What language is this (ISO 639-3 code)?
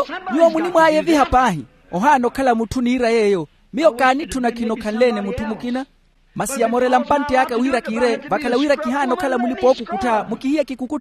vmw